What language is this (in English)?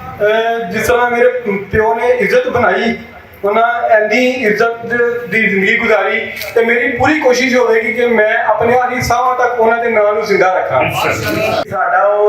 Western Panjabi